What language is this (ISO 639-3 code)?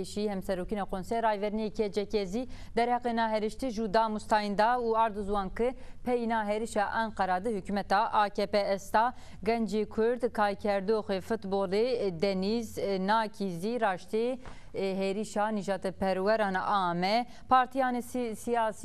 zza